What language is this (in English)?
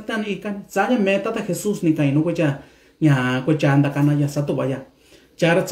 Mixtepec Mixtec